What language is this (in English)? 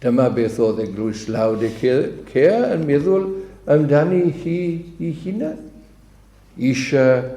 Welsh